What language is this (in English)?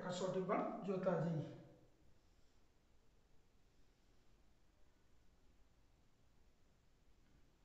Gujarati